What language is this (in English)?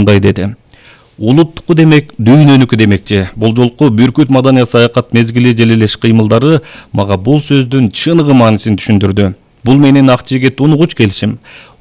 Kyrgyz